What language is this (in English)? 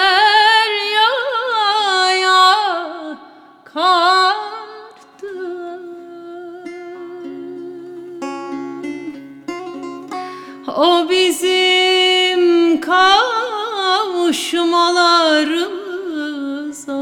Turkish